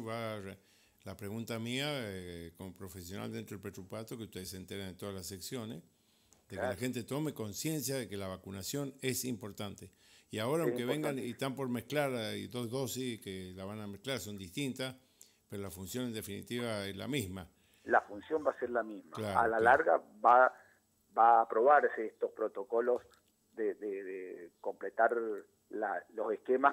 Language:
Spanish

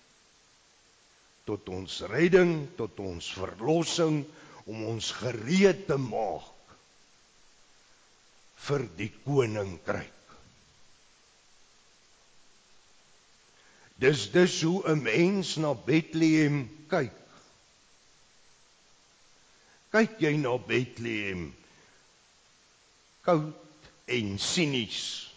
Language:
Afrikaans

